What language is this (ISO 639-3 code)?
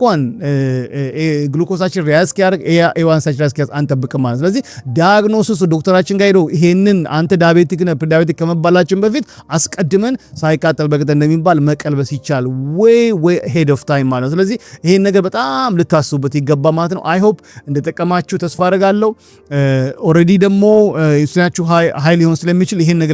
amh